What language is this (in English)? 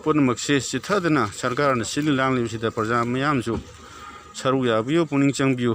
Manipuri